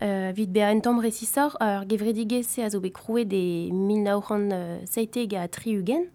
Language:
Breton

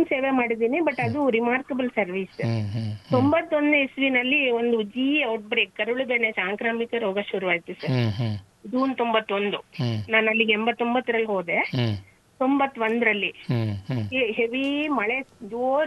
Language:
Kannada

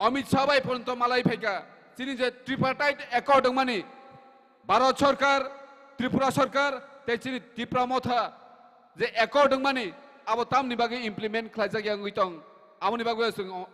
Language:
Kok Borok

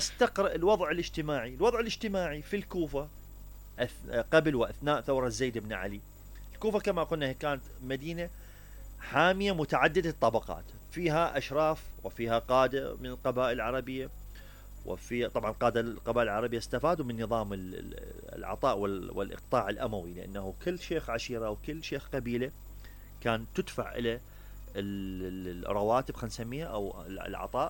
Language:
Mesopotamian Arabic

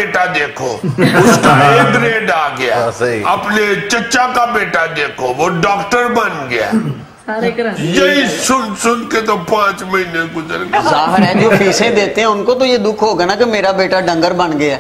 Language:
Urdu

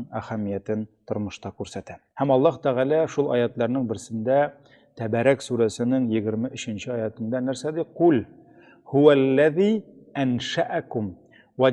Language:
Tatar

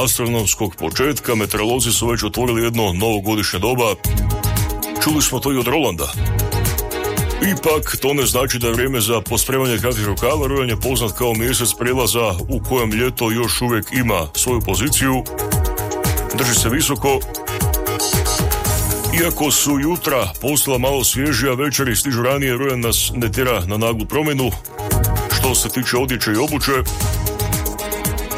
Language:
Croatian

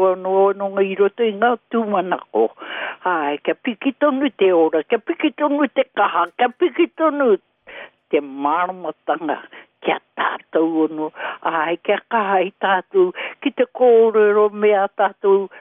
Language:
Māori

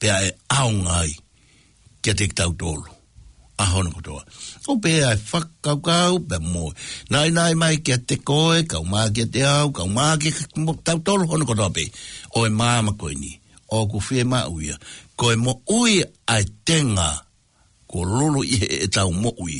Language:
Tongan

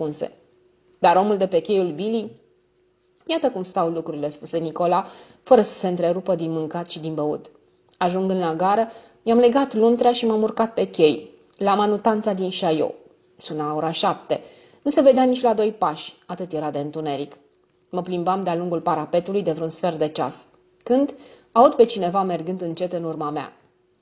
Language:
Romanian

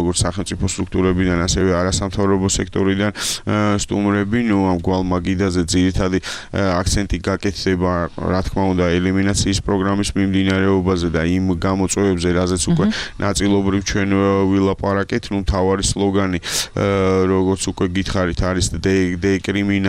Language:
Georgian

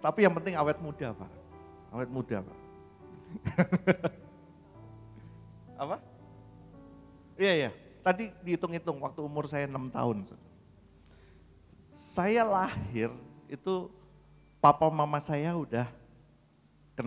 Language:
Indonesian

